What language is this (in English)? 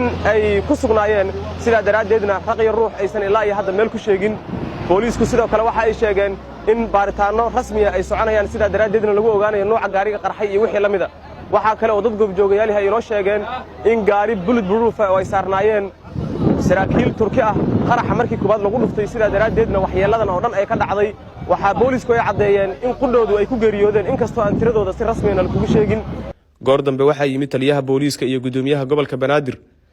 Somali